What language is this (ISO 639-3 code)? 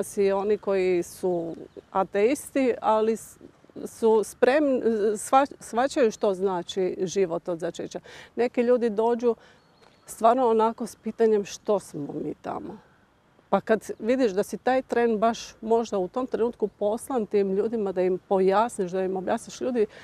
hrv